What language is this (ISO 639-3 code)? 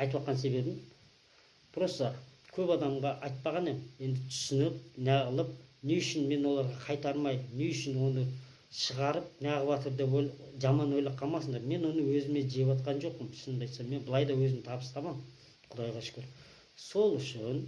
kaz